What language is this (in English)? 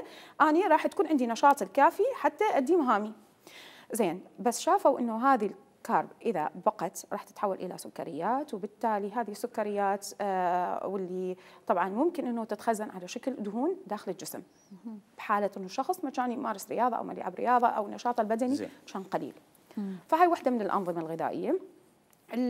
Mesopotamian Arabic